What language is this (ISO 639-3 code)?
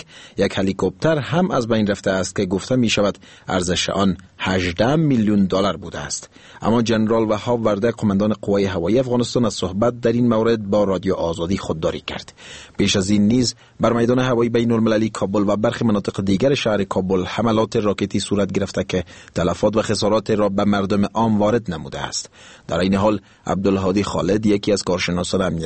fas